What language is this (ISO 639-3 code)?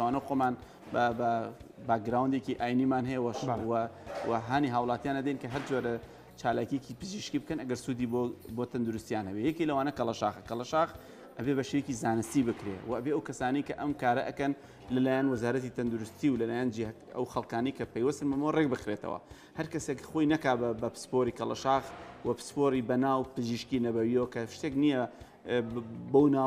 ckb